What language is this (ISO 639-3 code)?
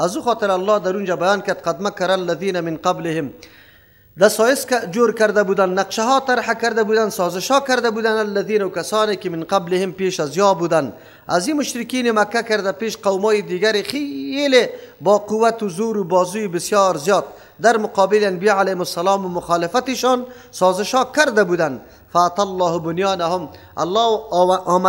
fas